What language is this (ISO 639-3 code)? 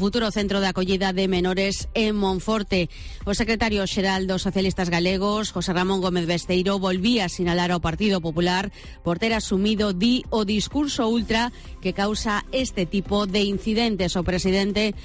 glg